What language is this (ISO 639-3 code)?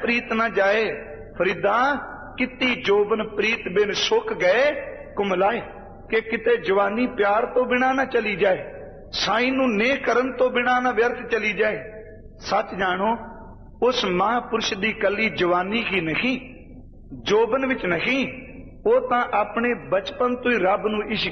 pan